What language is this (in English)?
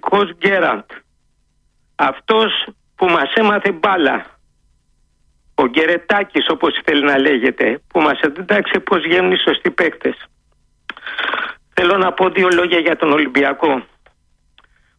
Greek